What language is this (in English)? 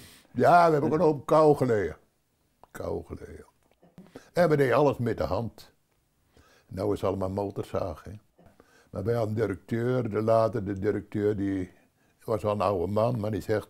Dutch